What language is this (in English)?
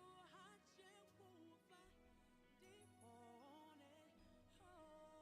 Venda